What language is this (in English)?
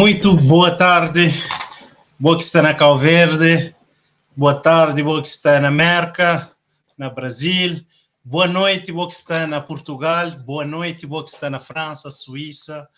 Kabuverdianu